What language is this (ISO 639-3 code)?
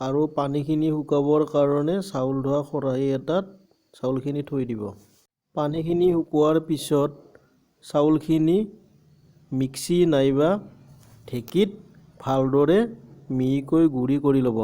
asm